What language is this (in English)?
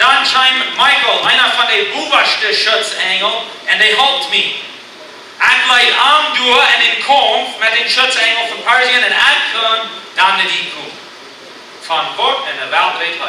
Plautdietsch